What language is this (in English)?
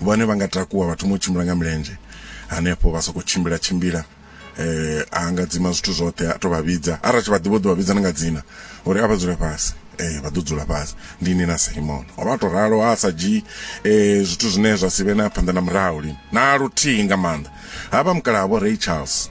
Venda